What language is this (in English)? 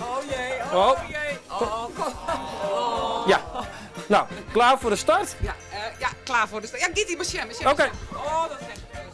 Western Frisian